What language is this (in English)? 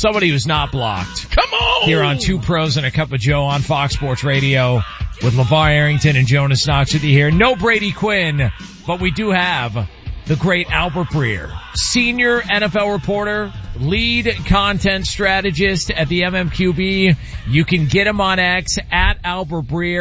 English